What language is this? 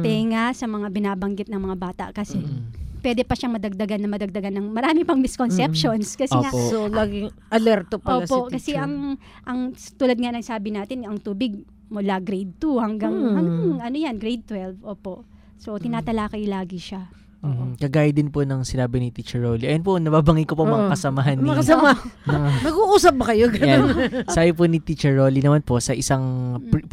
Filipino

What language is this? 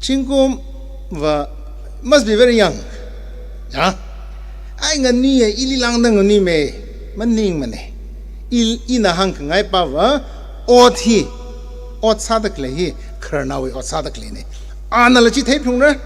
Tangkhul Naga (India)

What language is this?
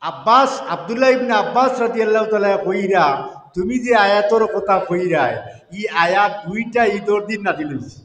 Sylheti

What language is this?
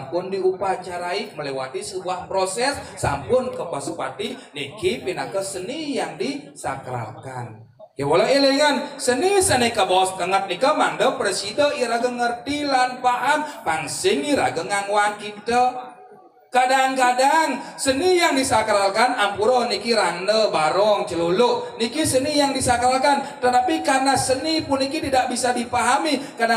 Balinese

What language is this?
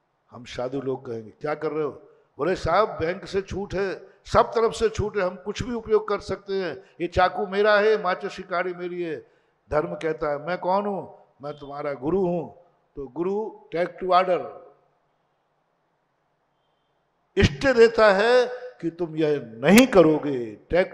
Hindi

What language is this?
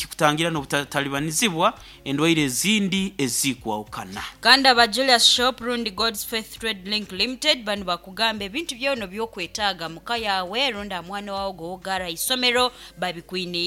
Nyoro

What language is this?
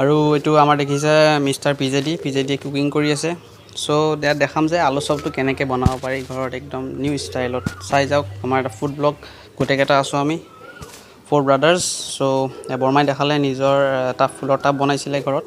Assamese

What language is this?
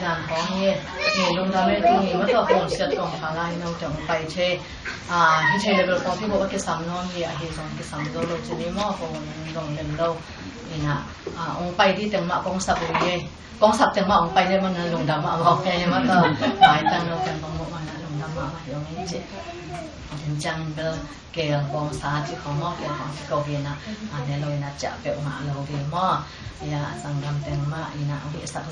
Tedim Chin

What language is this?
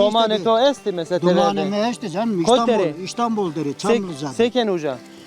Zaza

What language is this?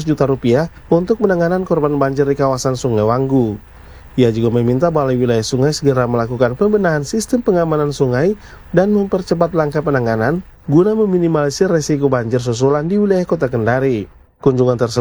Indonesian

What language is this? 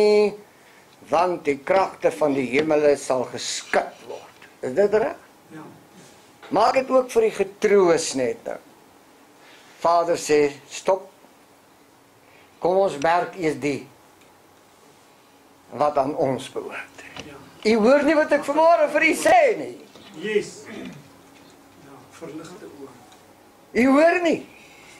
Afrikaans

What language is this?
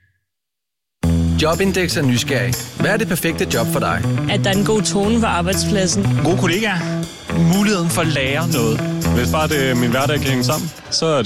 Danish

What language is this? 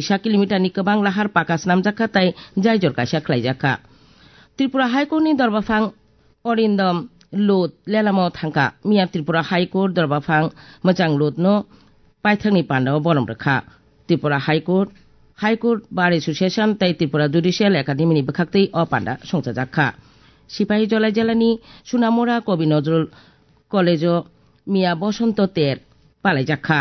Kok Borok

